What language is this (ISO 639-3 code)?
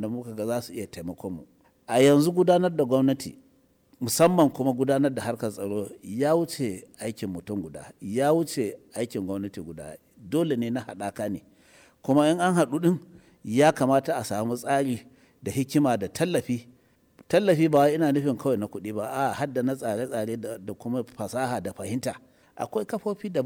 hau